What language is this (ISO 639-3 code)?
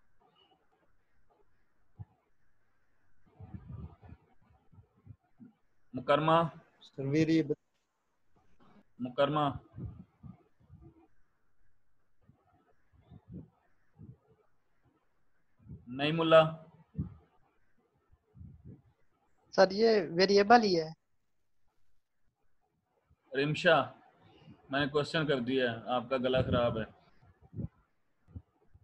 hin